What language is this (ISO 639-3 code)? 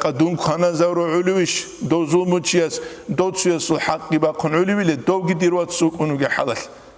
ava